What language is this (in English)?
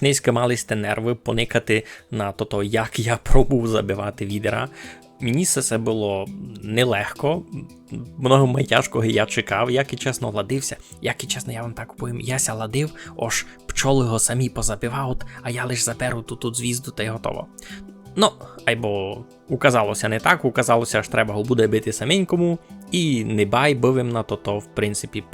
Rusyn